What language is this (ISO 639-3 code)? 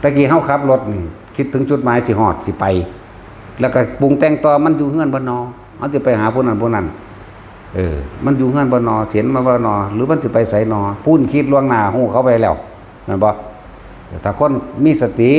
tts